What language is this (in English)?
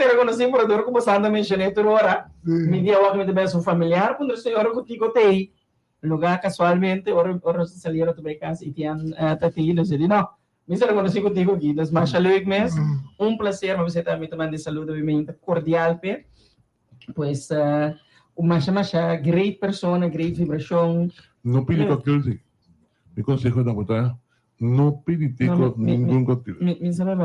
Papiamento